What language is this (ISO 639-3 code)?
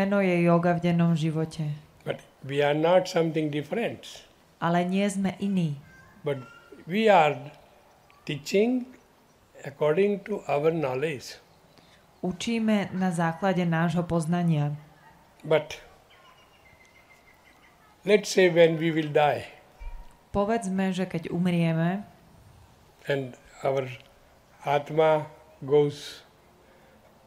slk